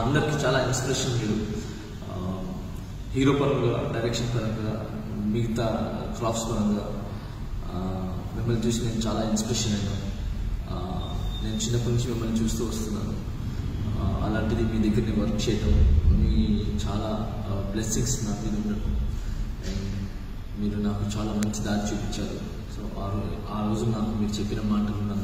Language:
Telugu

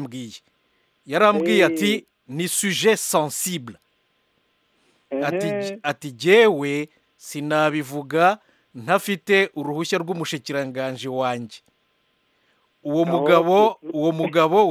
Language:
Kinyarwanda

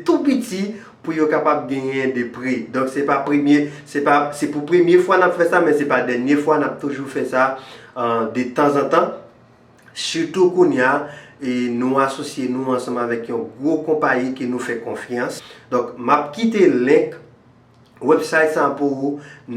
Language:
Haitian Creole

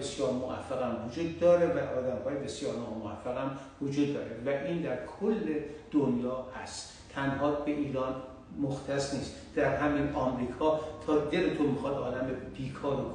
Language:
Persian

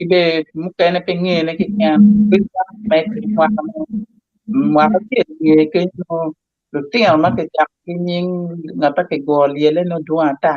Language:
Acoli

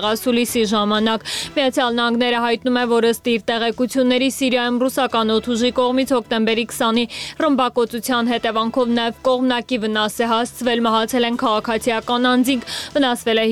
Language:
Armenian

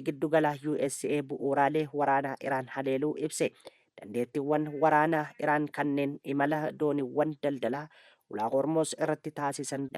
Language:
Oromo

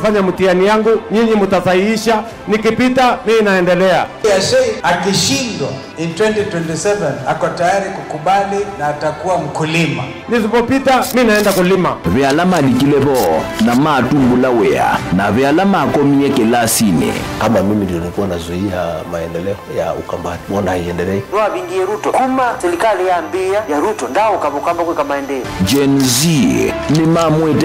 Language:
Kamba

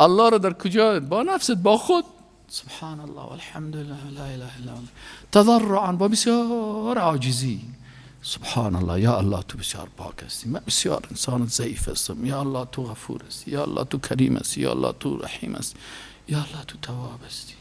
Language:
Persian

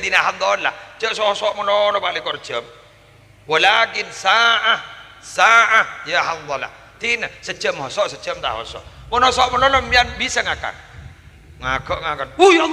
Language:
Madurese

